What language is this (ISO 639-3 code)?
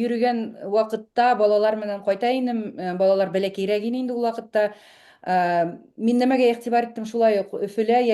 bak